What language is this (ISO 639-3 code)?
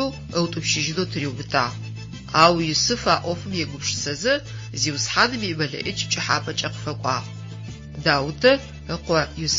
ady